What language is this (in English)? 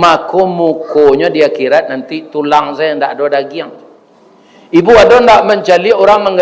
Minangkabau